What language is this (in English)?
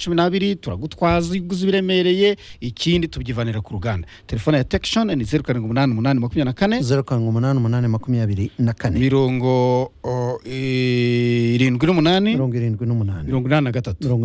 Kinyarwanda